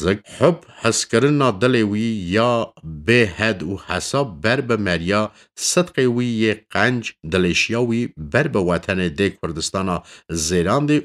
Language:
Kurdish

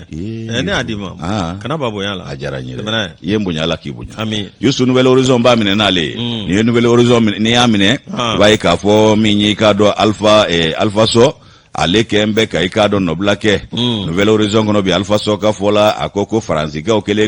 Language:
Bambara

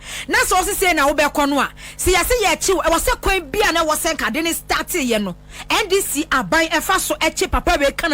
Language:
Akan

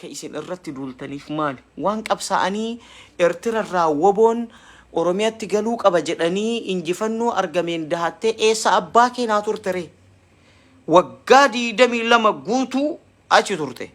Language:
Oromo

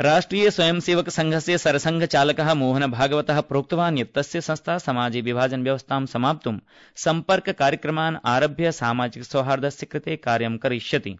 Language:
Sanskrit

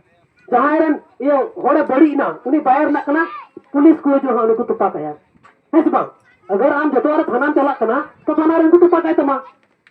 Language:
Santali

